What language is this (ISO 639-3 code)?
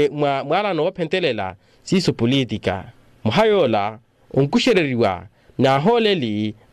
vmw